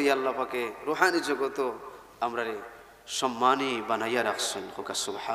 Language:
Sylheti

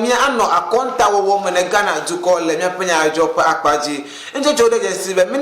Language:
Ewe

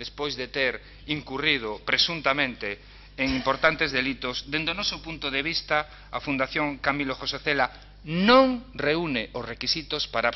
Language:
Galician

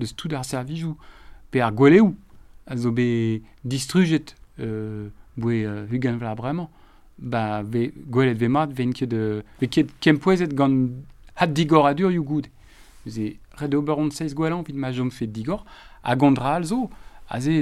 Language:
Breton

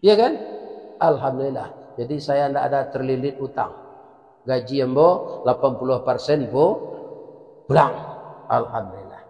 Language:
Minangkabau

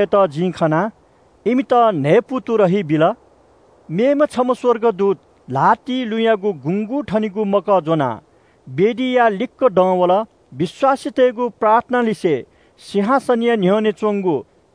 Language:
Newari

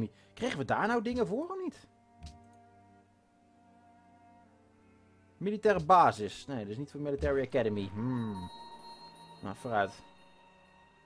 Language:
Dutch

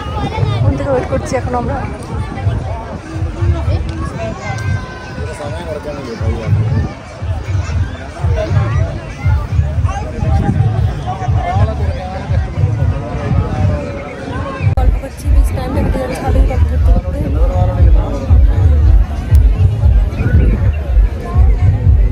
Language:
Bangla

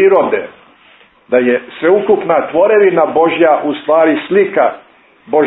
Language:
Croatian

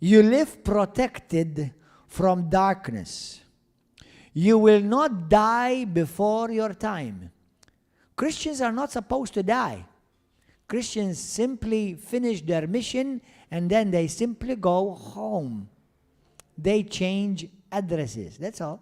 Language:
English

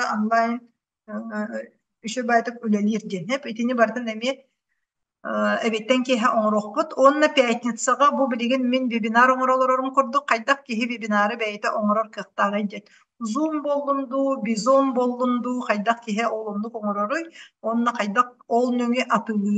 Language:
Yakut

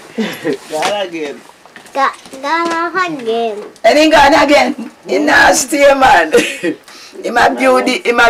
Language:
Jamaican Creole English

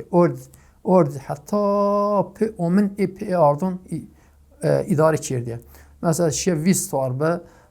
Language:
Zaza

